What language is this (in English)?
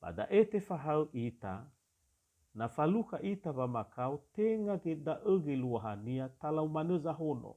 Nias